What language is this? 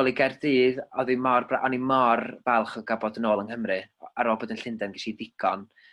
Welsh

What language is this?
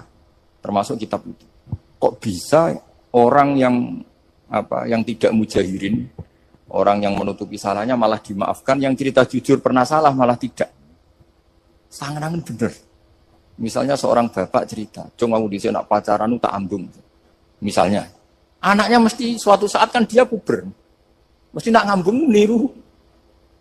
Indonesian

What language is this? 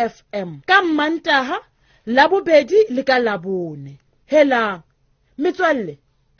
Southern Sotho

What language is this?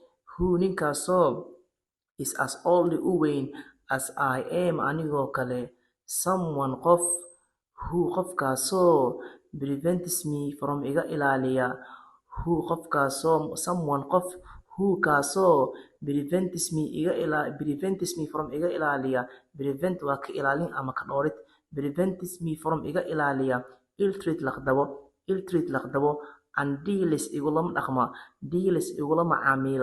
Somali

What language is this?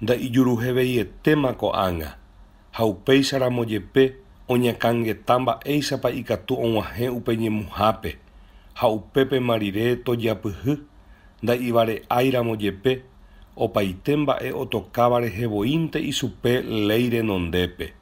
Guarani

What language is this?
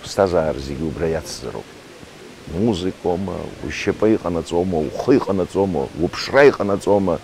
Abkhazian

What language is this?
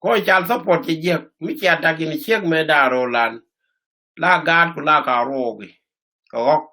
Nuer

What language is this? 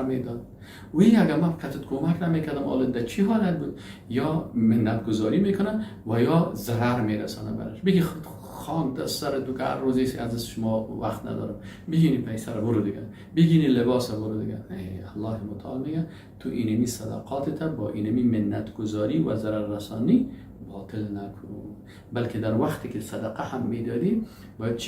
Persian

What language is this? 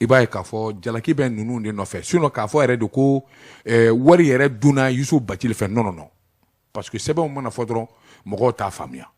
Bambara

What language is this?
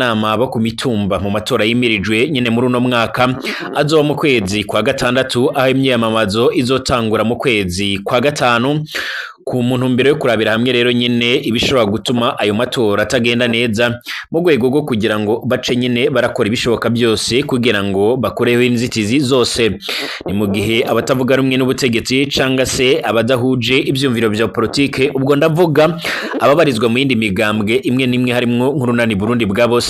Rundi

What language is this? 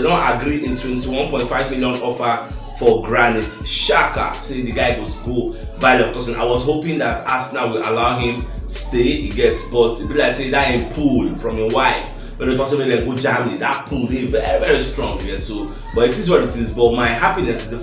Nigerian Pidgin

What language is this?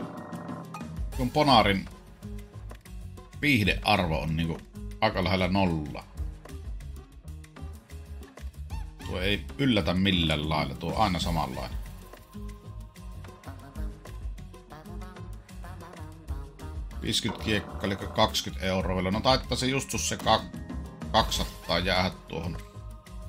Finnish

